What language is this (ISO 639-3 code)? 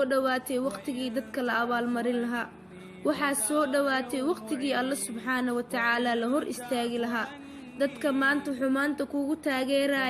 som